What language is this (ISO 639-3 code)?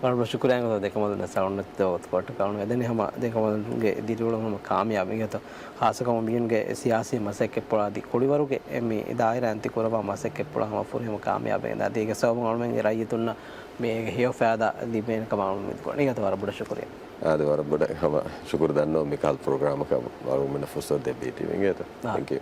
div